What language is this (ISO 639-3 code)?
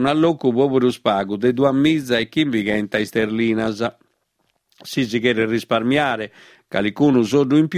srd